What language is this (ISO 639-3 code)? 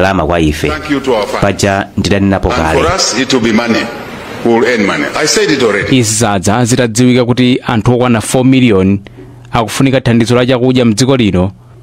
nya